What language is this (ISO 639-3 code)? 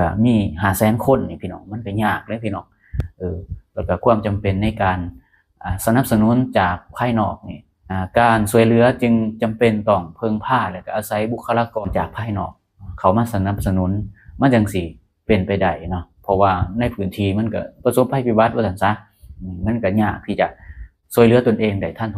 lao